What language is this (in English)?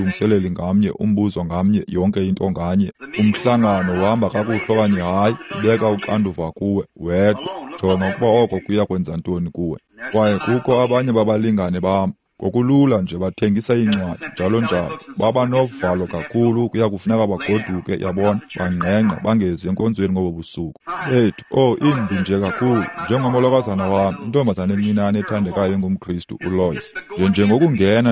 Xhosa